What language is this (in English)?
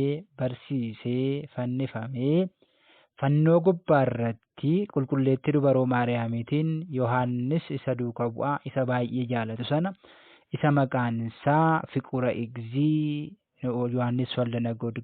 Oromo